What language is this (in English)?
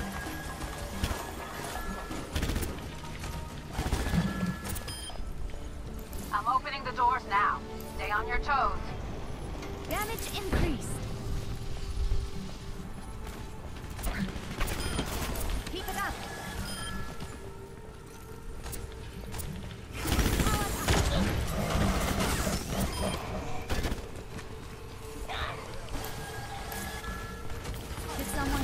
English